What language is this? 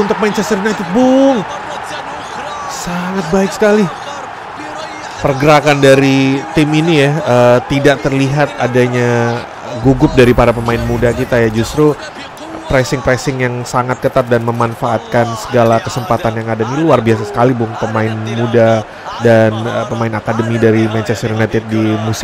Indonesian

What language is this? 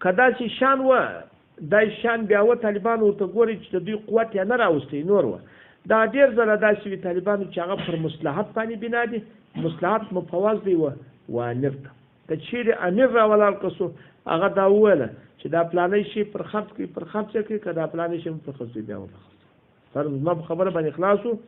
Pashto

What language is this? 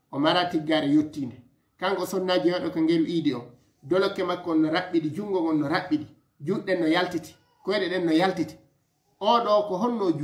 Fula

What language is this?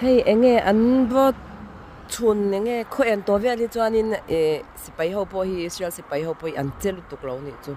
Mizo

